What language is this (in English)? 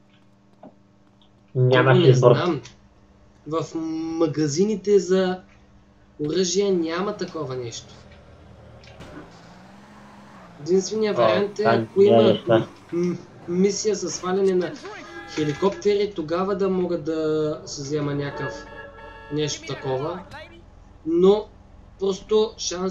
Bulgarian